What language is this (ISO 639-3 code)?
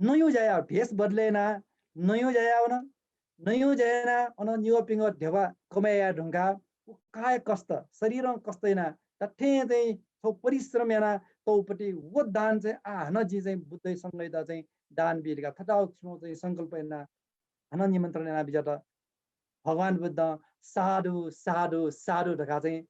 new